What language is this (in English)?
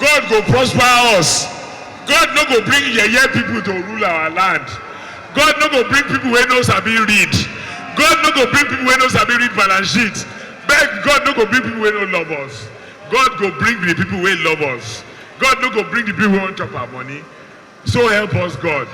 Nigerian Pidgin